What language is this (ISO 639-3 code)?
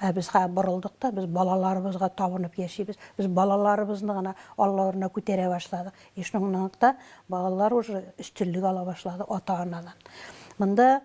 tat